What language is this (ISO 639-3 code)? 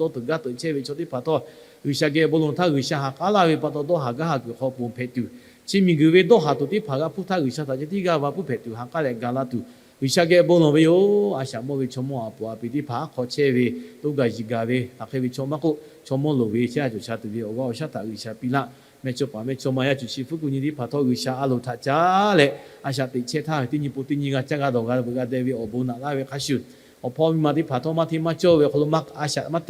lhu